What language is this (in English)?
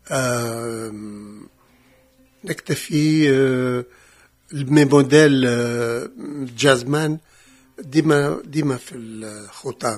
Tunisian Arabic